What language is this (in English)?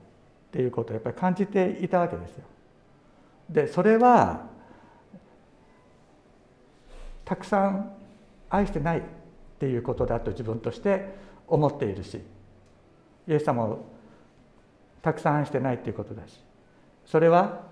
Japanese